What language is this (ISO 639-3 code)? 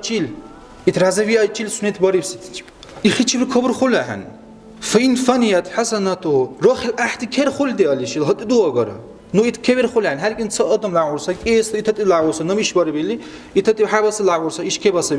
dar